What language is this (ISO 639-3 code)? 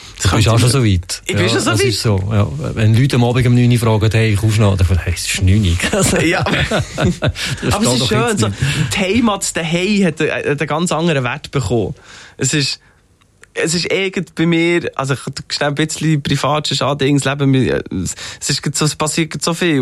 gsw